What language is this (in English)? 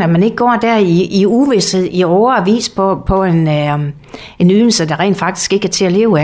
Danish